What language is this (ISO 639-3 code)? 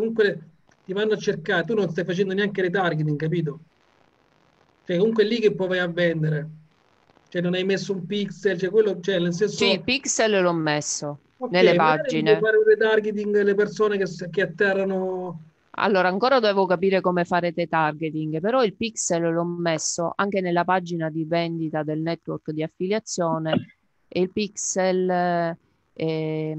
ita